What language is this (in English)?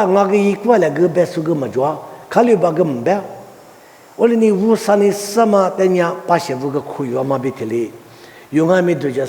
Lisu